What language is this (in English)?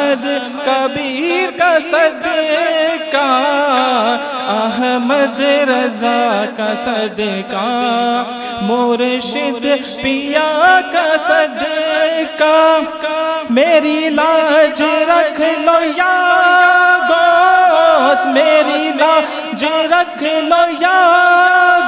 Urdu